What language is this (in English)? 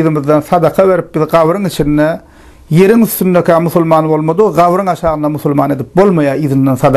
Turkmen